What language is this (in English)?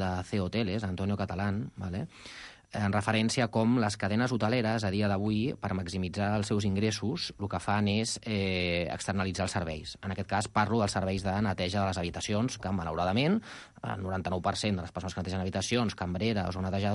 Catalan